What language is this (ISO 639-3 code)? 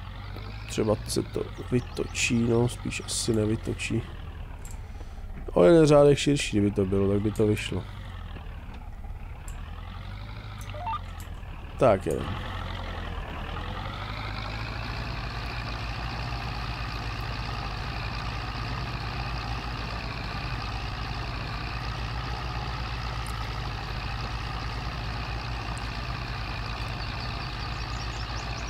ces